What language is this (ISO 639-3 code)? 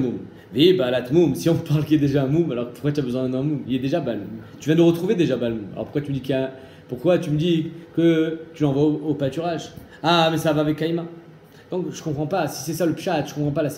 fra